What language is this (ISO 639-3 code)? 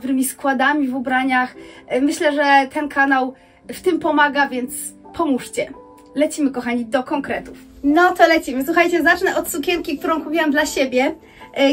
pol